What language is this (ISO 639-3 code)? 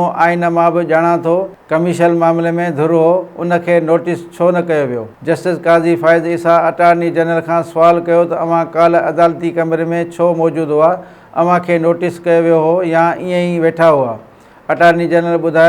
snd